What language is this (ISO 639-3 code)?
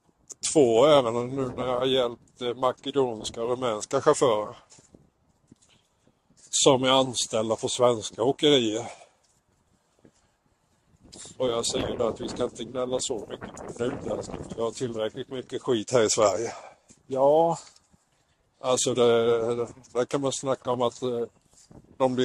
swe